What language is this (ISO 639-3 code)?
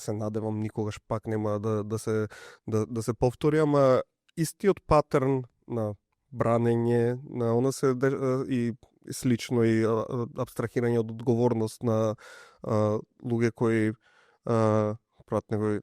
mkd